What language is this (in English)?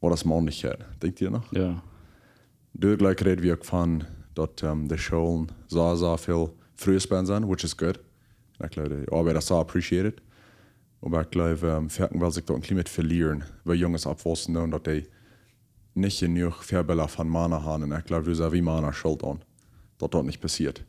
Plautdietsch